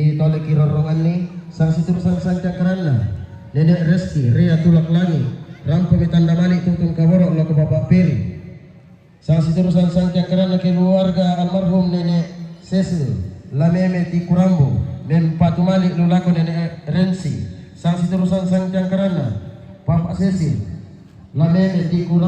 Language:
Toraja-Sa'dan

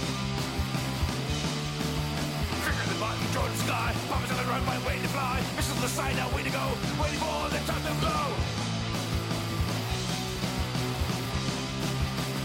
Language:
English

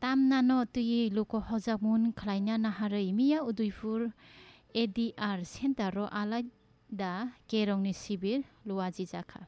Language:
Kok Borok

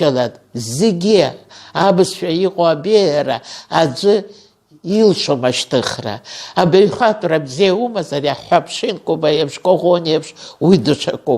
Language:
Abkhazian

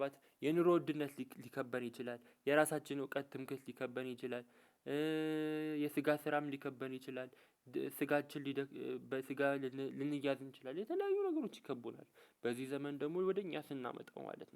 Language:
Amharic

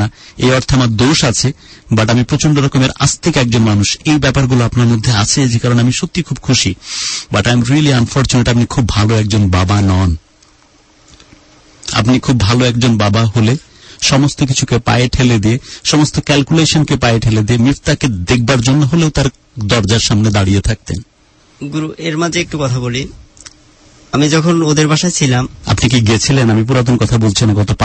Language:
Bangla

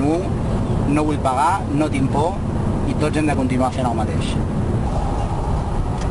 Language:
Catalan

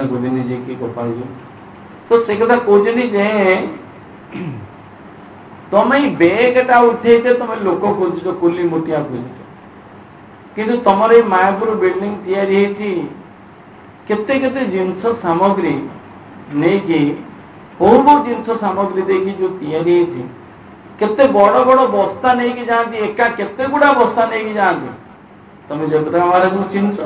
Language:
Odia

